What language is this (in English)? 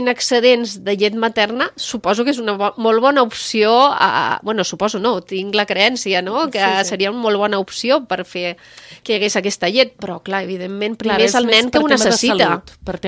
Catalan